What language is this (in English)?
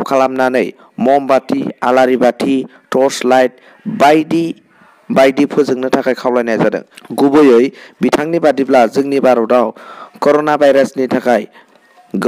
Bodo